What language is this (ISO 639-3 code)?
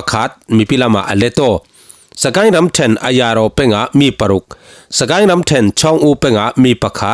cfm